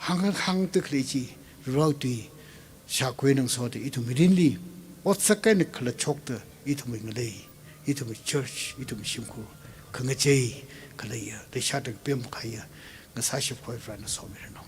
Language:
Tangkhul Naga (India)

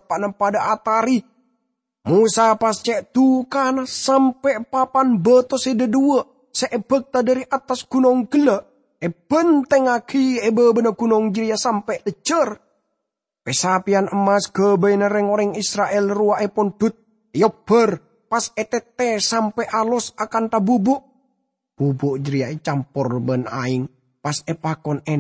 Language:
Madurese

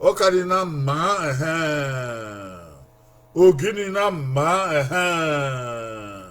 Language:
Bini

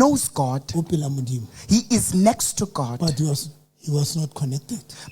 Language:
Southern Sotho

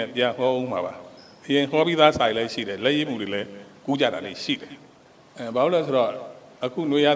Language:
Burmese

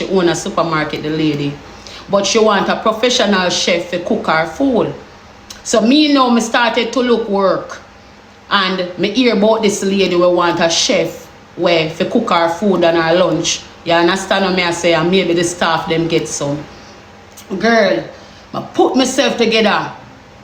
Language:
Jamaican Creole English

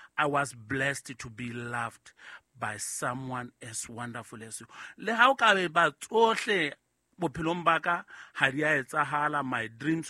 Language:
Southern Sotho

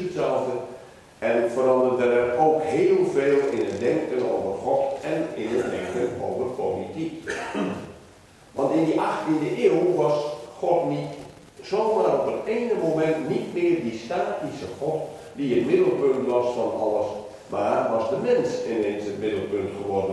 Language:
Dutch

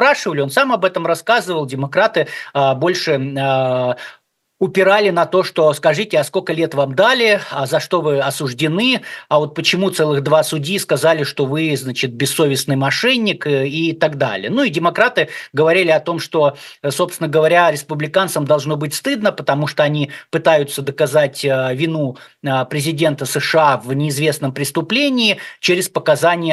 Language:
Russian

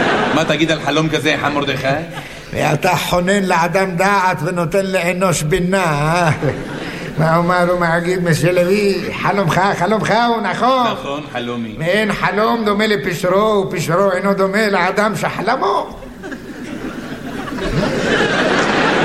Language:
Hebrew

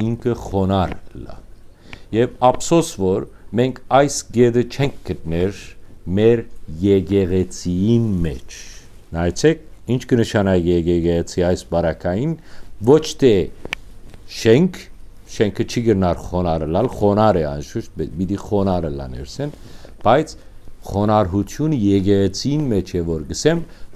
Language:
Western Armenian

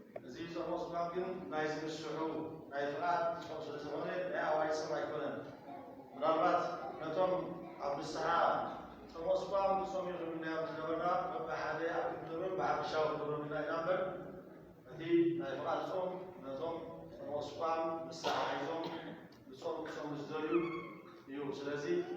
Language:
Tigrinya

